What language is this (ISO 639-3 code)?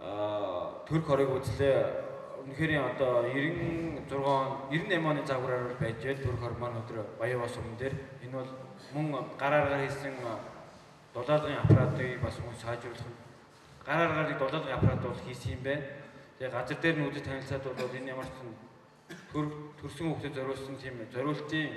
mon